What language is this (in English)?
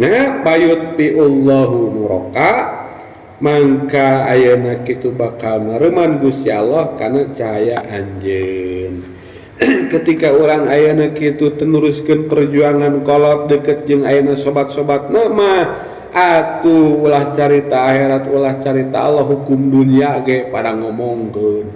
Sundanese